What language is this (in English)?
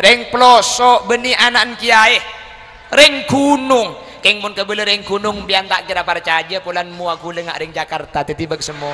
Madurese